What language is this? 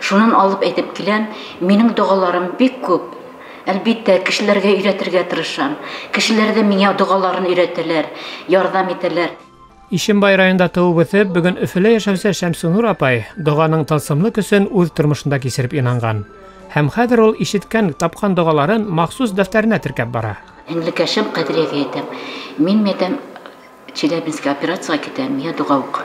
Bashkir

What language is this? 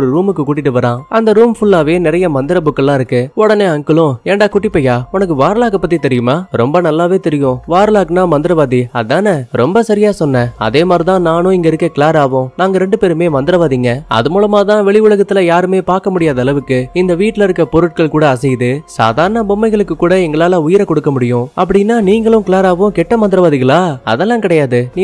Tamil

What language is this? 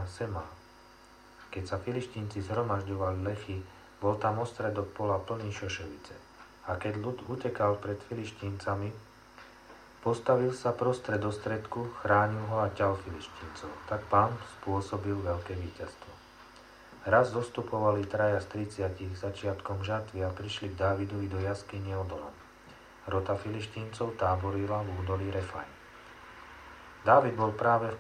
Slovak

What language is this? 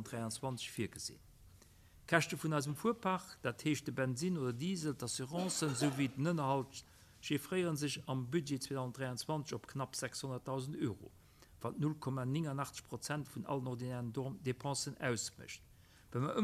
Luxembourgish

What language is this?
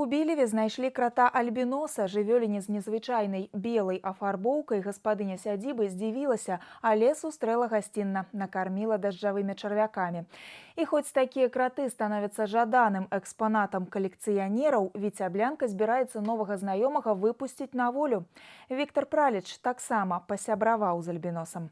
Belarusian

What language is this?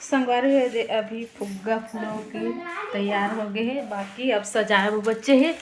Chhattisgarhi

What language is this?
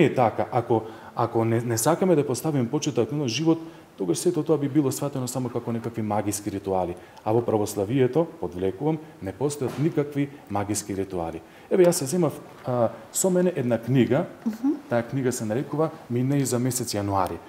Macedonian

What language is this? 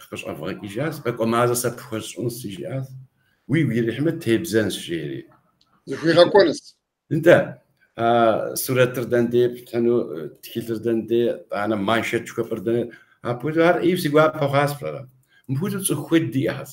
Kabardian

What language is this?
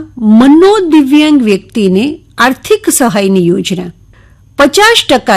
Gujarati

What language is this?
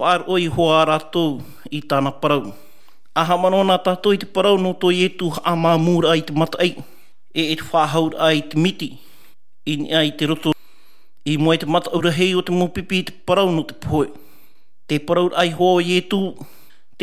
Tahitian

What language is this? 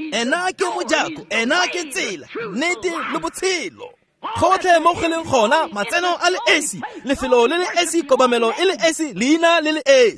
Tswana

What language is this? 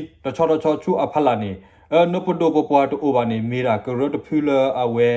S'gaw Karen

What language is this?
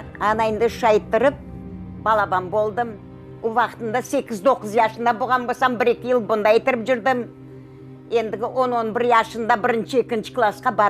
Crimean Tatar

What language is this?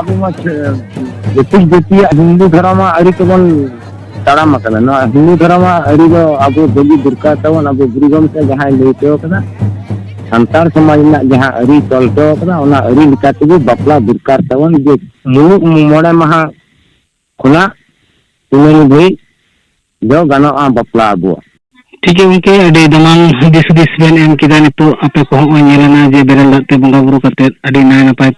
Santali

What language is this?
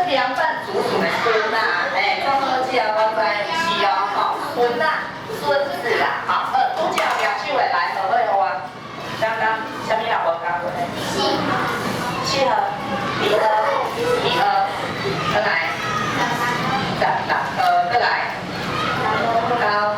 Min Nan Chinese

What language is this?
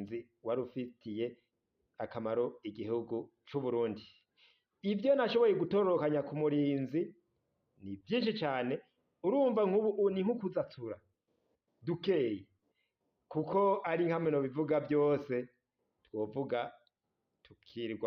Rundi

